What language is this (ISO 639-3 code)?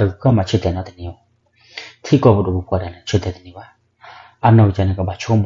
ksw